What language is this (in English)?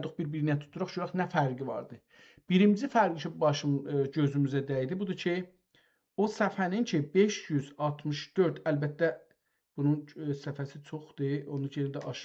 South Azerbaijani